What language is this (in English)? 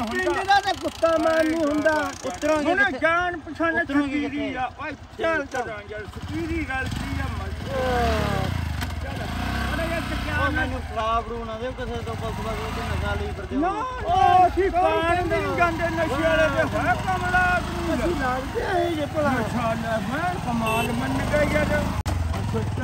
Punjabi